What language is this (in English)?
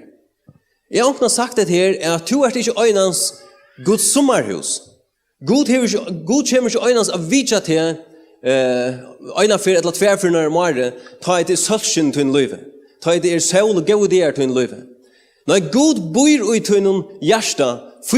Faroese